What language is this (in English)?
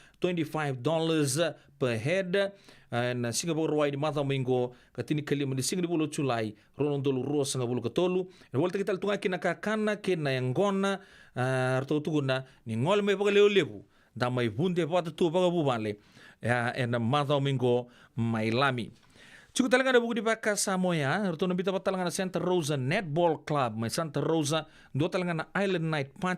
Fijian